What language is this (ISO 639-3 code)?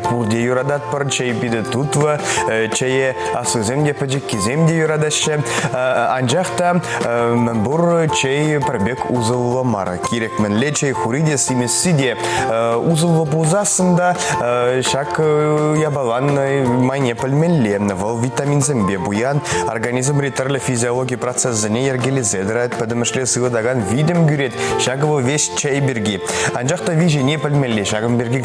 chv